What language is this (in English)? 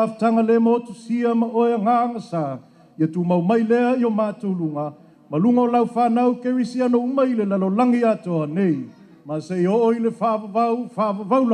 Samoan